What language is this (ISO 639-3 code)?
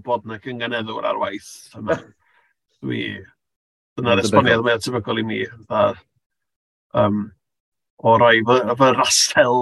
cym